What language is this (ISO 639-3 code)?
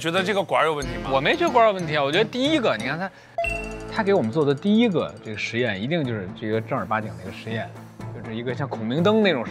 zho